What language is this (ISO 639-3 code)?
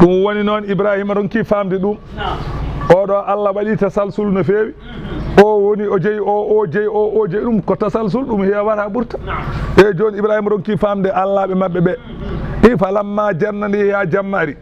ful